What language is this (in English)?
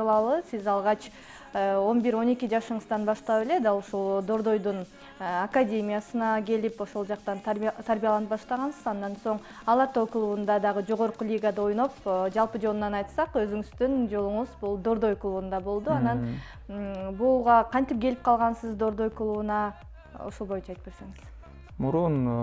Kyrgyz